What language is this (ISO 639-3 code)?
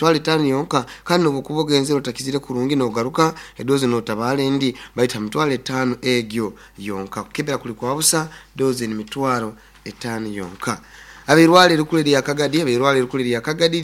nyn